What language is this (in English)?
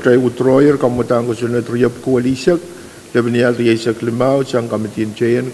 Pohnpeian